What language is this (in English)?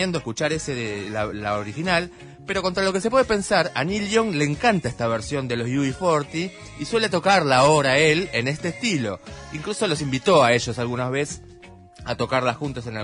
Spanish